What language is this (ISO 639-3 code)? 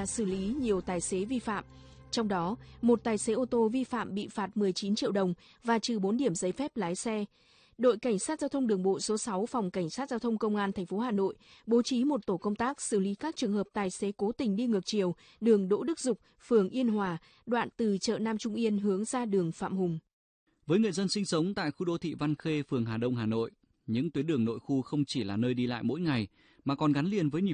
vie